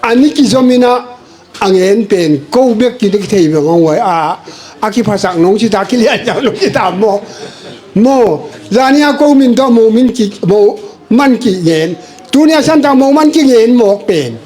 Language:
Tedim Chin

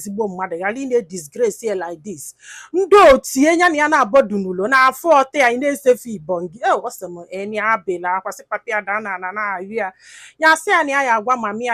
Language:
Igbo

